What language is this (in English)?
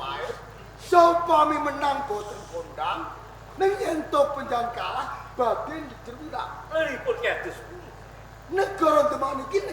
Javanese